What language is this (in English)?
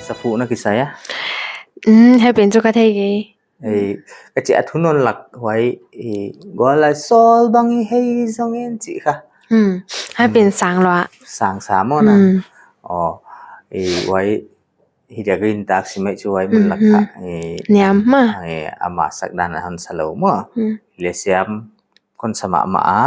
Paite Chin